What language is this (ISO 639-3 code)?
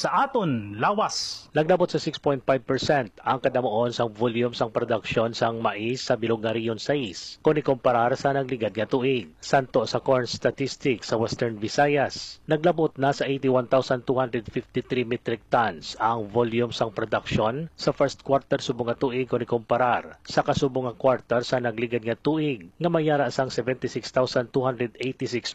hil